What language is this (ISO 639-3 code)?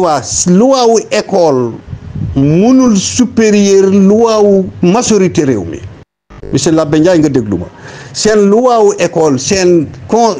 wol